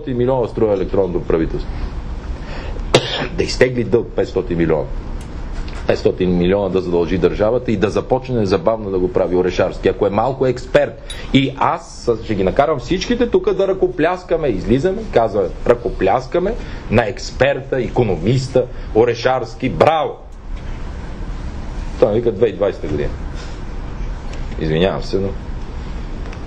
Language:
Bulgarian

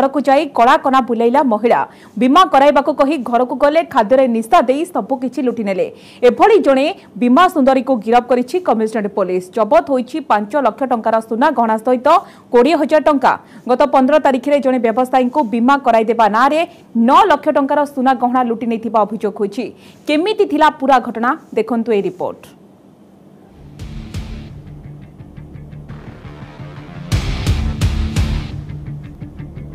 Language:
Odia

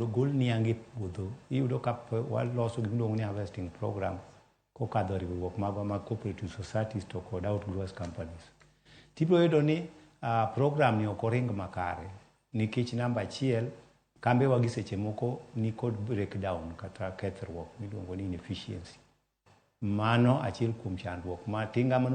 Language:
Luo (Kenya and Tanzania)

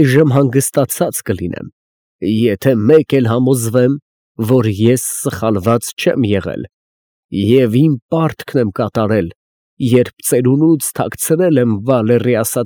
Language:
Armenian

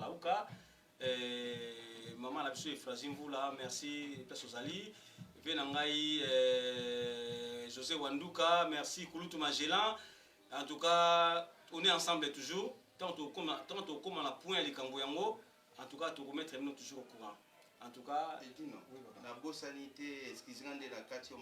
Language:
Lingala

